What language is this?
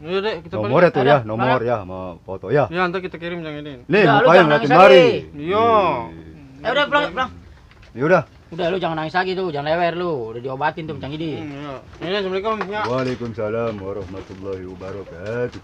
Betawi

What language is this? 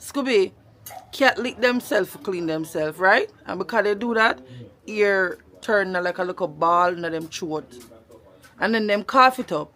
Jamaican Creole English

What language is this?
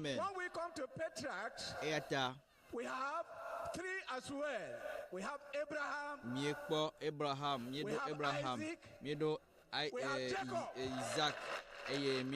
Ewe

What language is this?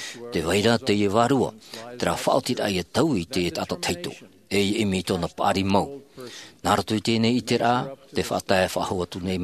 Tahitian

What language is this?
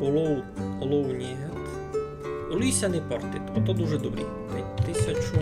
Rusyn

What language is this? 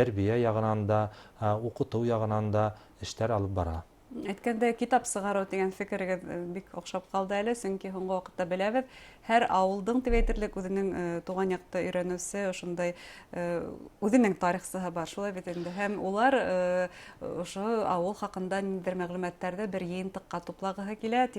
Bashkir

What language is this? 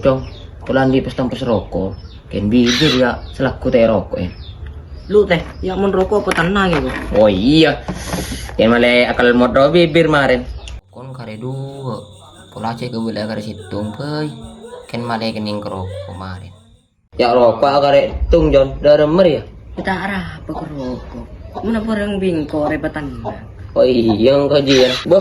Madurese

